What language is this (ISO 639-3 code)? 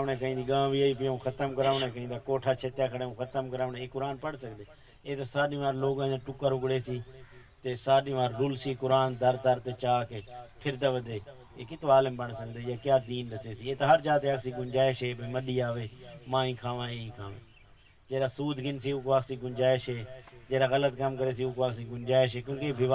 skr